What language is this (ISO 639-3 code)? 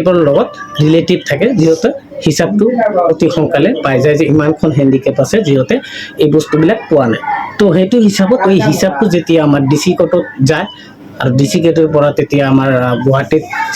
asm